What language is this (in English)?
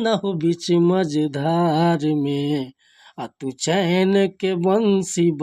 Bhojpuri